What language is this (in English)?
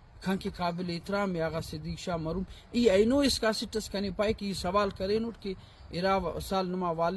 Brahui